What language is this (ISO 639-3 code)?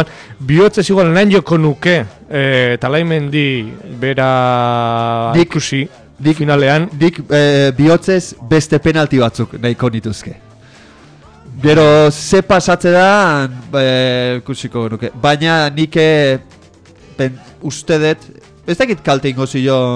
eus